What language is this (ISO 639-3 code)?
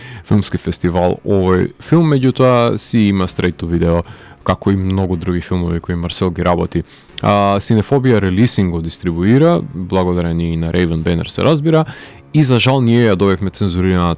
mkd